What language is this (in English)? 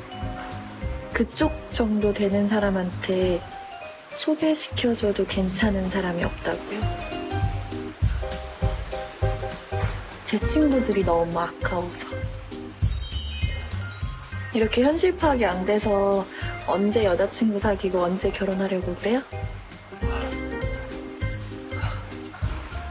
Korean